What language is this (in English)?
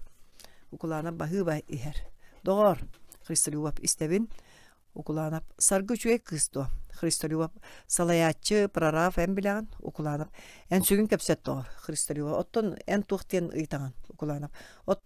Yakut